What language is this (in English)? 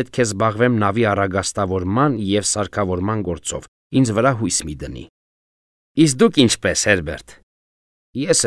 Armenian